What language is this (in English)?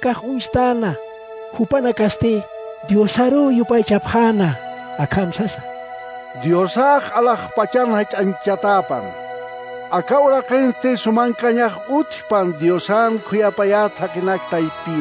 Aymara